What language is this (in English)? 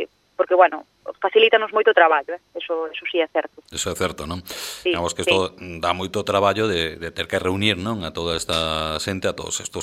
Galician